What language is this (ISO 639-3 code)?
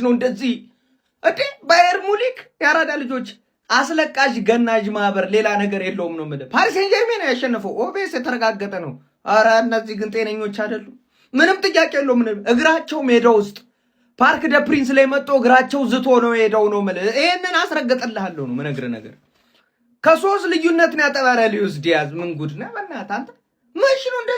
amh